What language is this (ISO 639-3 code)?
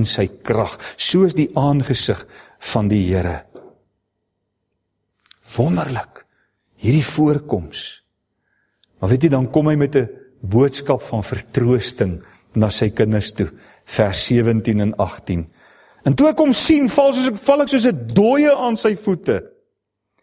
afr